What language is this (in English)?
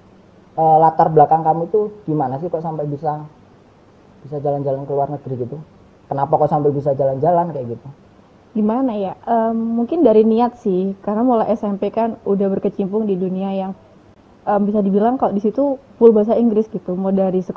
Indonesian